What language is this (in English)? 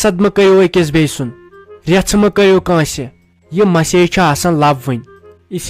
Kashmiri